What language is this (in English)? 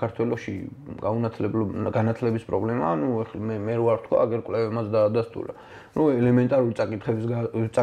Georgian